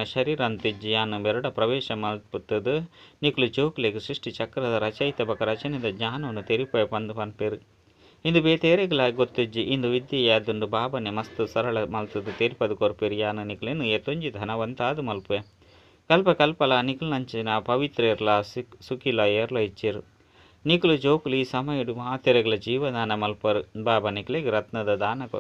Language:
Tulu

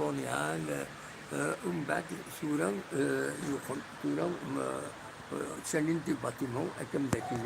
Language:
Kabyle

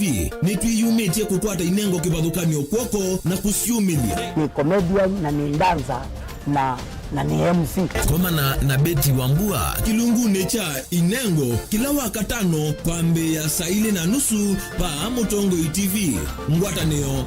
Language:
Kamba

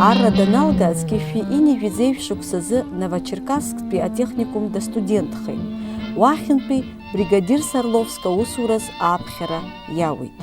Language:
Abkhazian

